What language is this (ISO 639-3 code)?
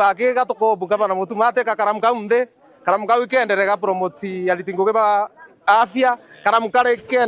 mer